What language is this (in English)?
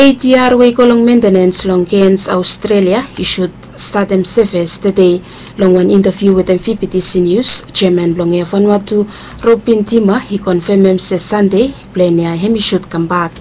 Bislama